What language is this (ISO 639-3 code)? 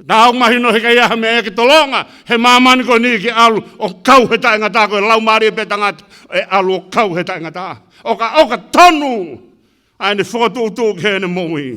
ton